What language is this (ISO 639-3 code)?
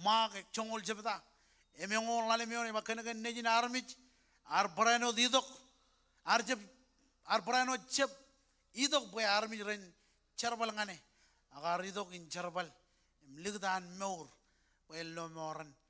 mah